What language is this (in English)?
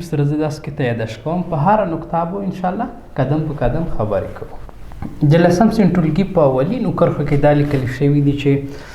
Pashto